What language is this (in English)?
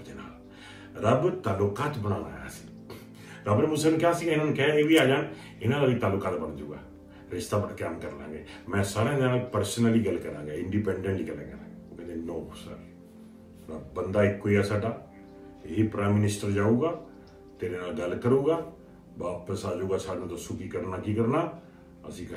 Punjabi